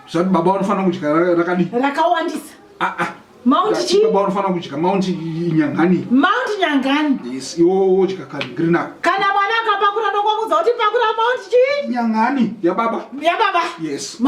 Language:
Shona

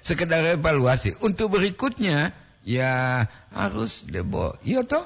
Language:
Gorontalo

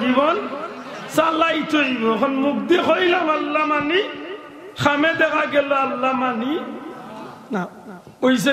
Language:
Sylheti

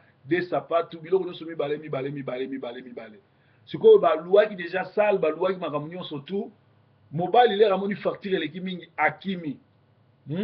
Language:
Lingala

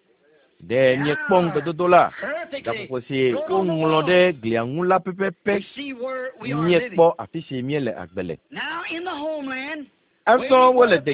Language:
Ewe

